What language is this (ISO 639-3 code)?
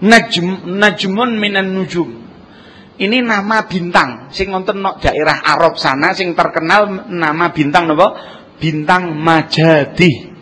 jav